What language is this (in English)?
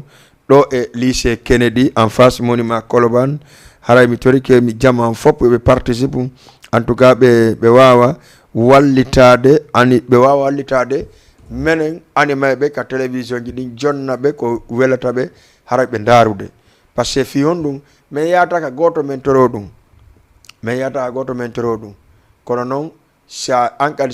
Fula